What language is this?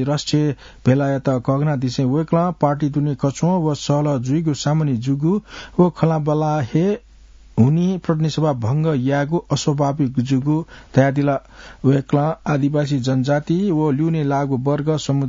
Newari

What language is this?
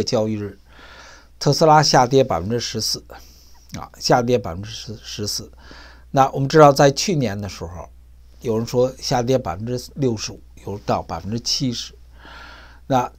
Chinese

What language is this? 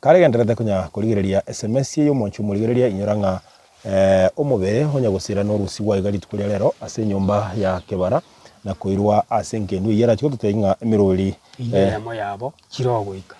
Gusii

